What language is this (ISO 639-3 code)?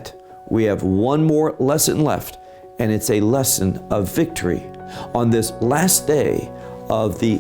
eng